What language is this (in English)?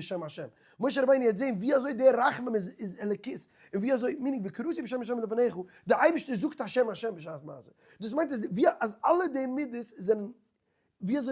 Yiddish